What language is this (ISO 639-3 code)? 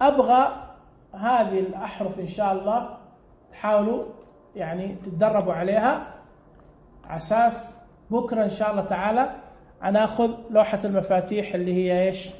ars